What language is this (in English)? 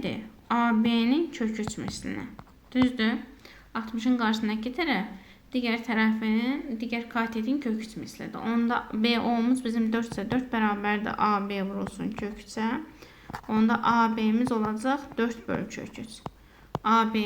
Azerbaijani